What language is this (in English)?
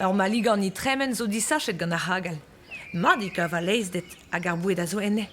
Breton